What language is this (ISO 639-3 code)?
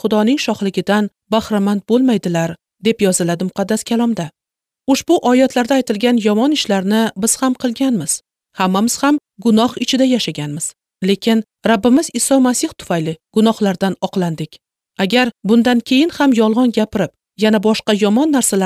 uzb